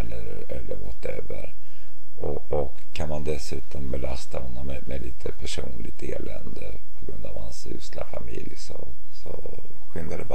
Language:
Swedish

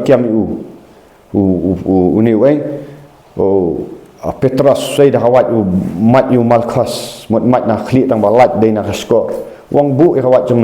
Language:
Khasi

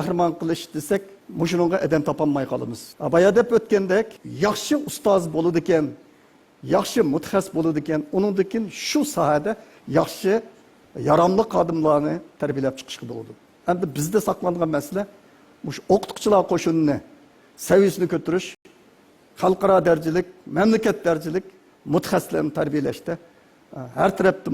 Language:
Uyghur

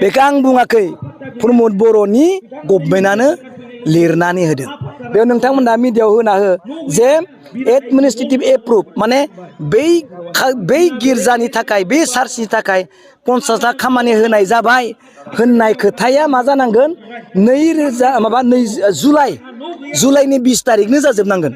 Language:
Bodo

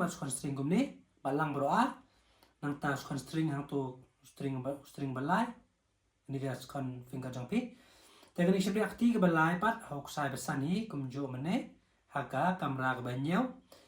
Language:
Khasi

